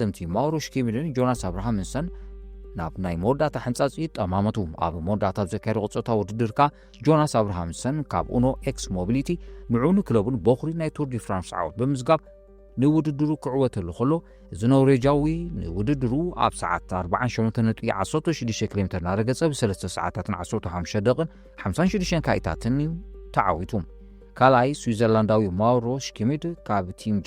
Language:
Tigrinya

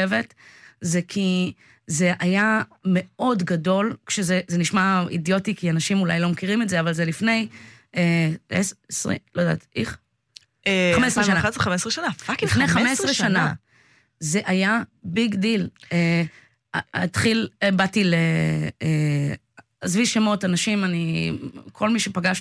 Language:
Hebrew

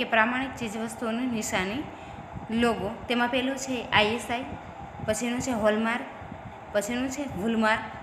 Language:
Gujarati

